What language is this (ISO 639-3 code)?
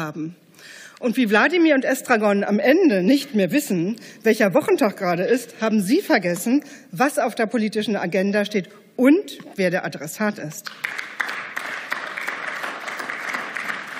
deu